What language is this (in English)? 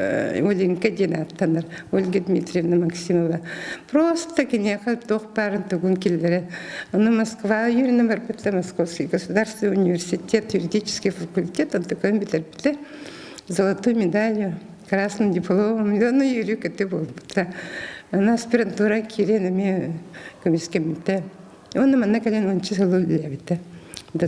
Yakut